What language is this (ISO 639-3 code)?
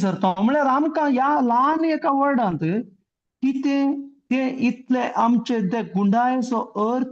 kok